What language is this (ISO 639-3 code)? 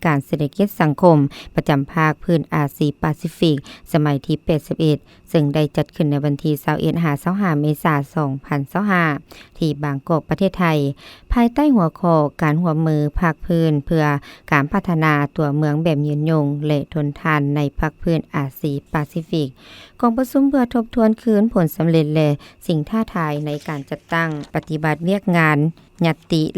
lao